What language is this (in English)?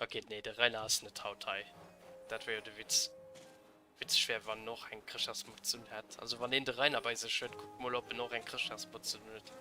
Luxembourgish